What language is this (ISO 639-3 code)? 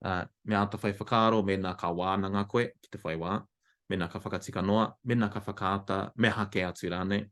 mri